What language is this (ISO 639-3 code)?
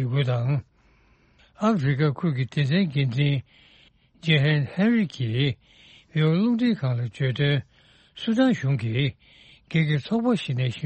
bod